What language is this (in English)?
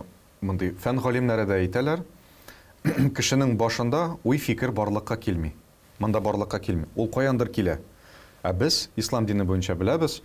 Tatar